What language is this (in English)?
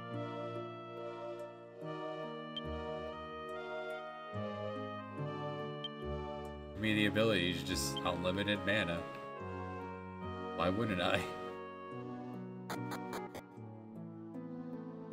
English